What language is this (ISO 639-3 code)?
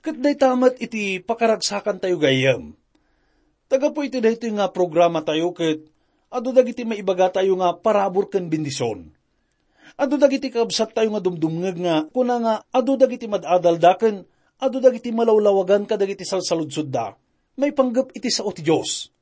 ilo